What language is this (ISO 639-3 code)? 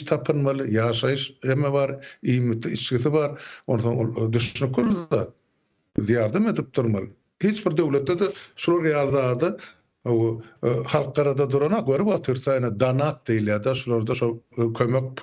tuk